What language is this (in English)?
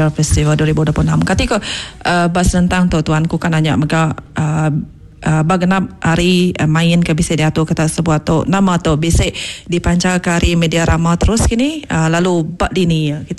Iban